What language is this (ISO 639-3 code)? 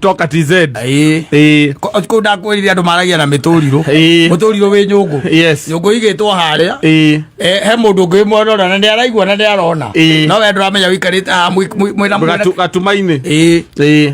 kik